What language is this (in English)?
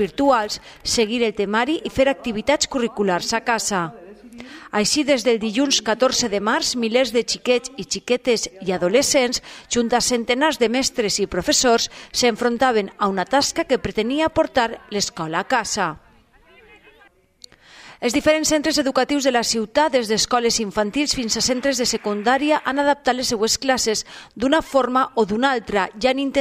Catalan